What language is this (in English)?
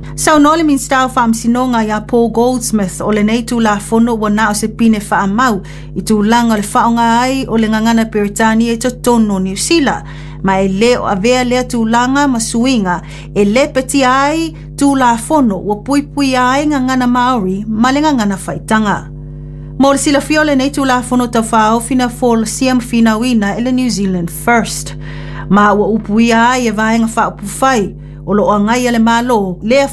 Samoan